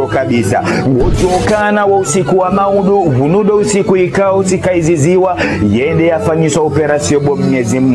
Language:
Ngazidja Comorian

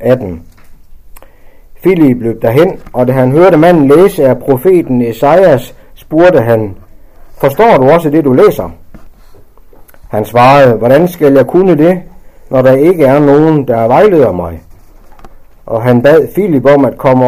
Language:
Danish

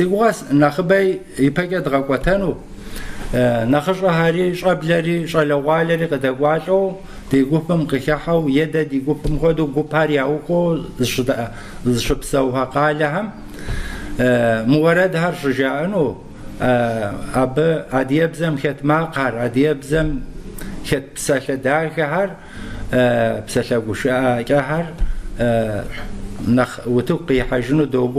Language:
Kabardian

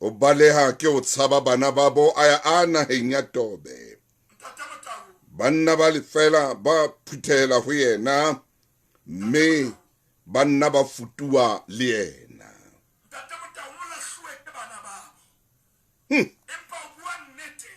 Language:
Southern Sotho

